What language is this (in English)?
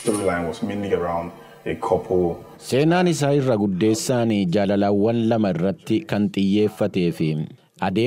Oromo